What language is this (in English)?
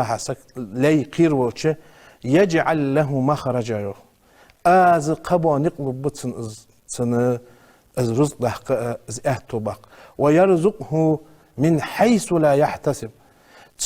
Ingush